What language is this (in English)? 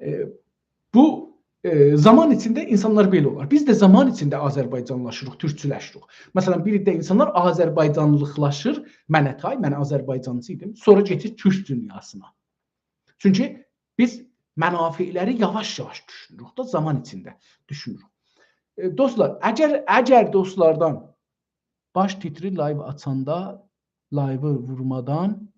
South Azerbaijani